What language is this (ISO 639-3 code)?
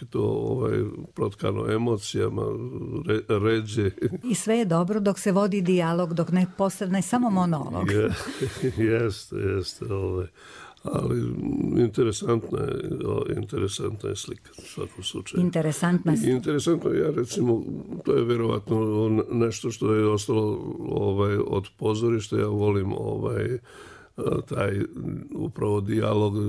hrv